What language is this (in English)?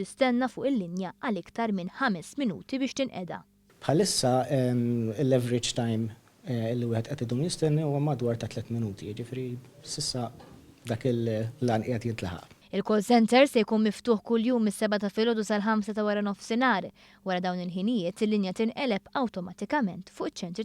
Maltese